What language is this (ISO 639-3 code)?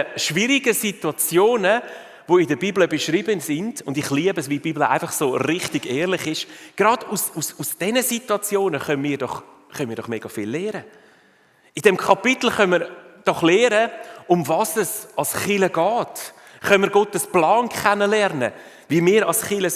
gsw